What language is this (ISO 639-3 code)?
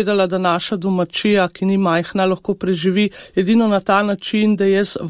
slv